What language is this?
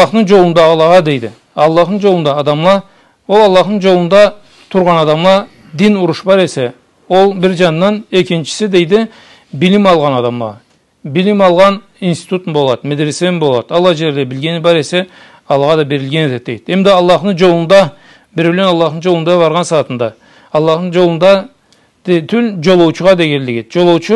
Karachay-Balkar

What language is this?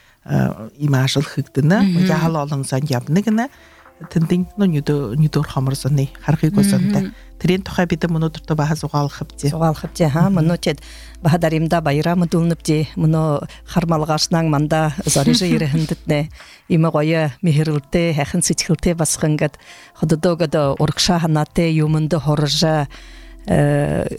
Buriat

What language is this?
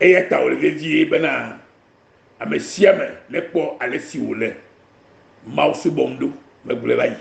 Ewe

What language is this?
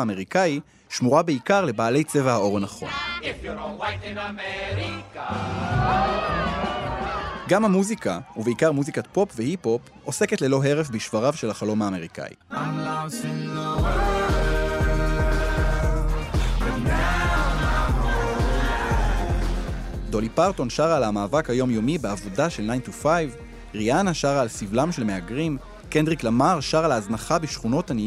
Hebrew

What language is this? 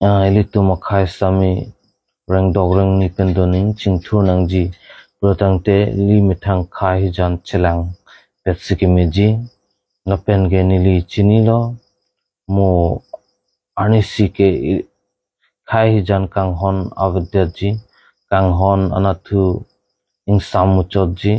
Karbi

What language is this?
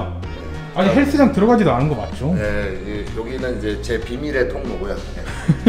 Korean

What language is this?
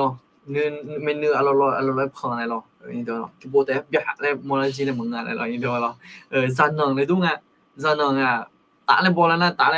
Akha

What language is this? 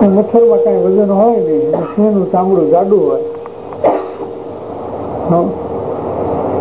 Gujarati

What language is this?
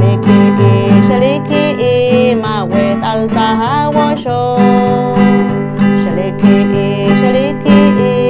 Poqomchi'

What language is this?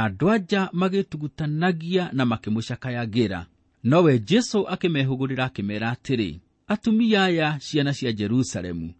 Kikuyu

